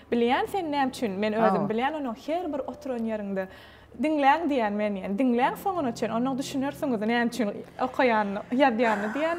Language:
Turkmen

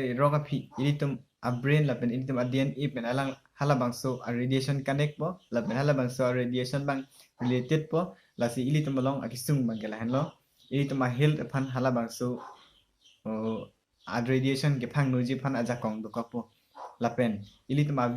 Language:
Karbi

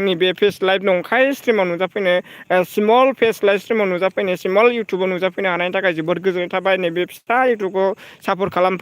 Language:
Bodo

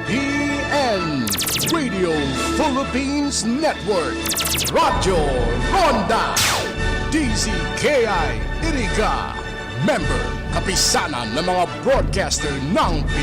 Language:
Bikol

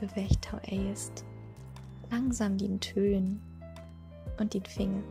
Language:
Low German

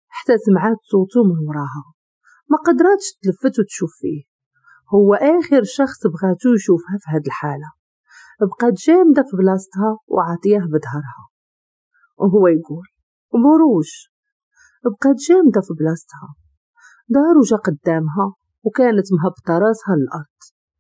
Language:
Moroccan Arabic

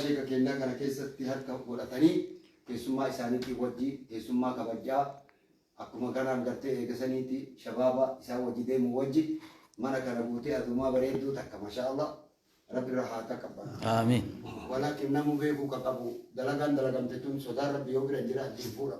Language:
Oromo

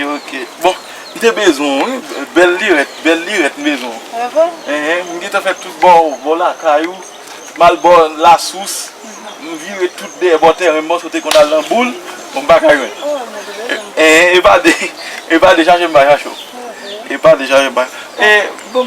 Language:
Haitian Creole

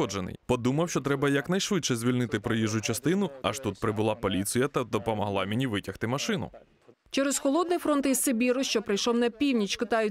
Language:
Ukrainian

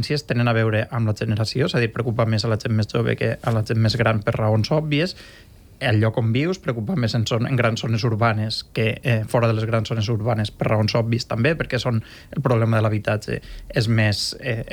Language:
Catalan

